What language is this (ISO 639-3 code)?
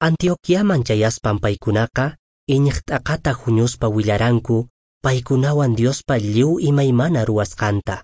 que